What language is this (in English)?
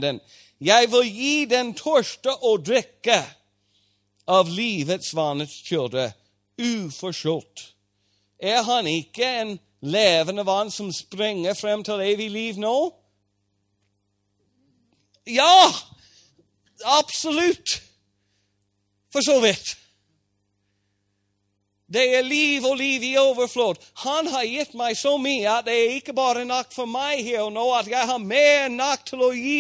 Norwegian